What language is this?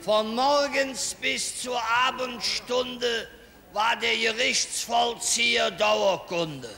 Colognian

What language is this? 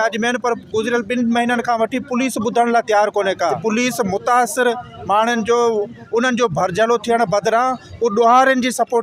Sindhi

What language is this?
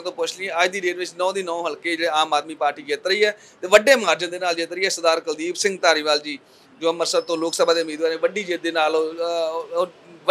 Punjabi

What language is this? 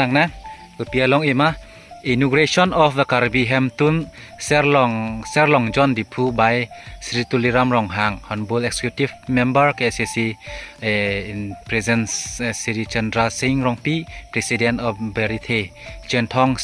Karbi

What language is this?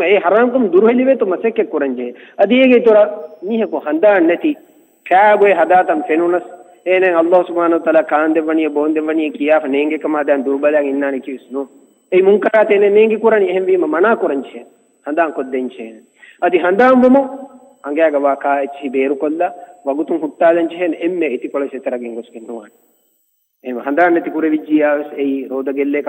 Divehi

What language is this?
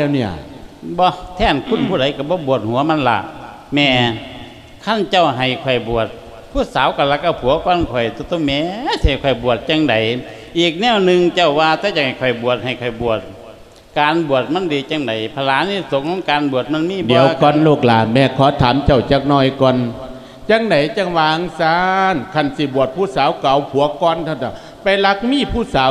Lao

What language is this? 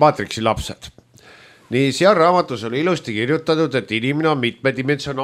Estonian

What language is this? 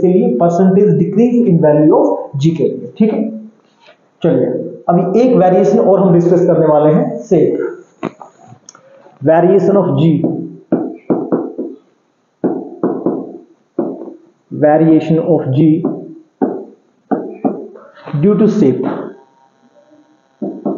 Hindi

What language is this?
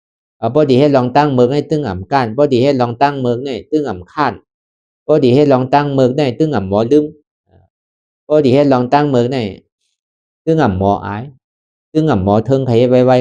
Shan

